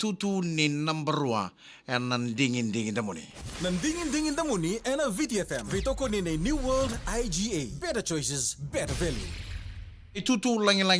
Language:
Fijian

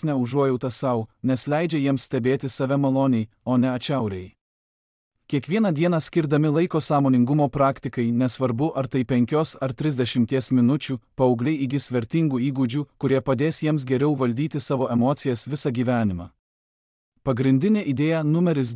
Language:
Lithuanian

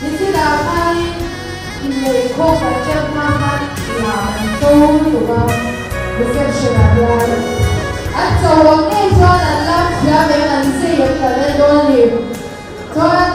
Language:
Mizo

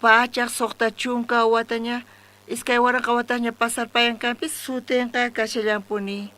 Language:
South Bolivian Quechua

